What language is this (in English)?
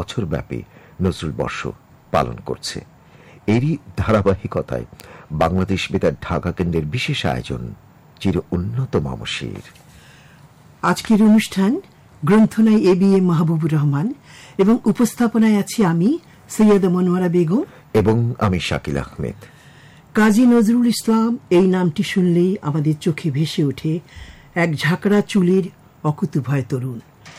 Bangla